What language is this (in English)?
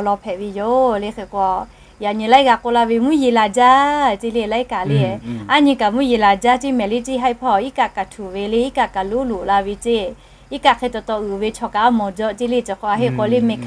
Lahu